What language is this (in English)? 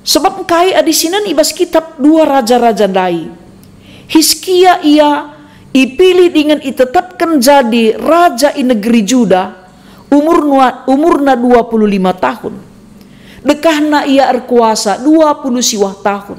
Batak Karo